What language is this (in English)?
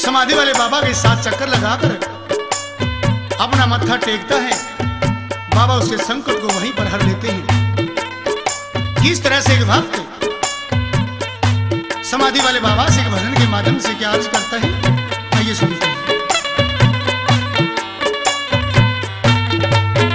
Hindi